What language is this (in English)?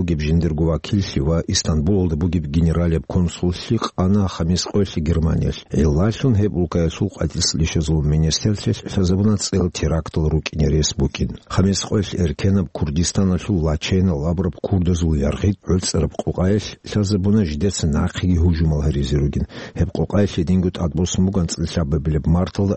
Avaric